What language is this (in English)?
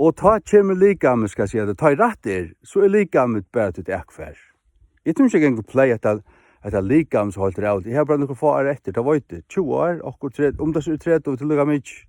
Faroese